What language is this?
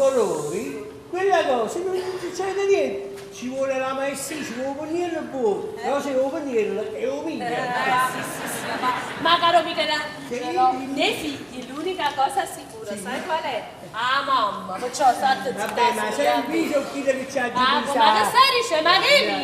Neapolitan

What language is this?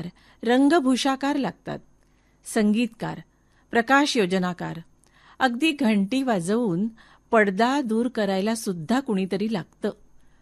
Marathi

